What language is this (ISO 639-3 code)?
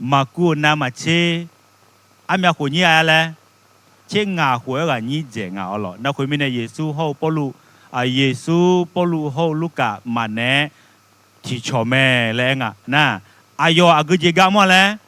ahk